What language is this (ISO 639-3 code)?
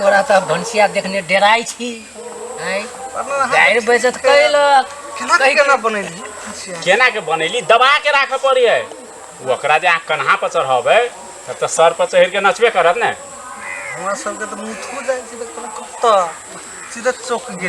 mai